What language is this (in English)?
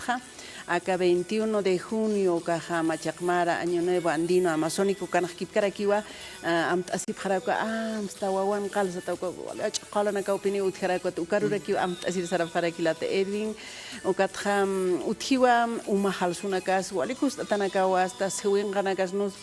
Aymara